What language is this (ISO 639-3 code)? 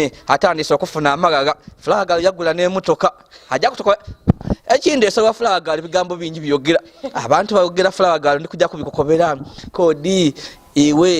xog